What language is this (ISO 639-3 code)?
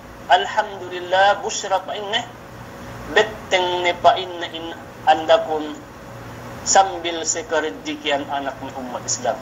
yka